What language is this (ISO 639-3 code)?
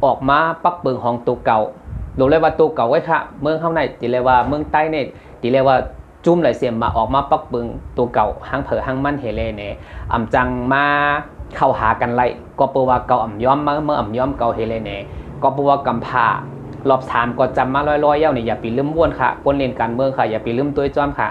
shn